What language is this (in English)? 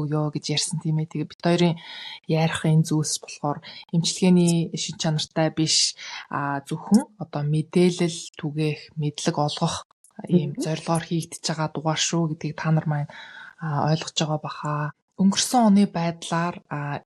Mongolian